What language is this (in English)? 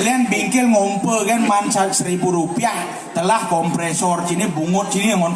Balinese